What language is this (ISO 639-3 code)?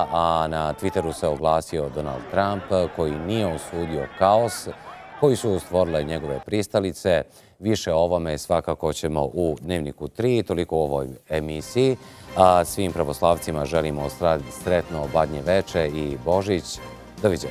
bos